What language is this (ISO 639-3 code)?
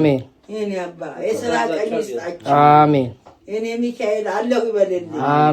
amh